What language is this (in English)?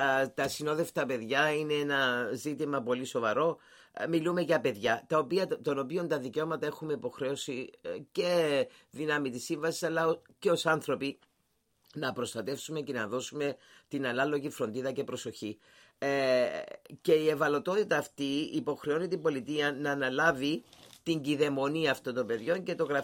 Greek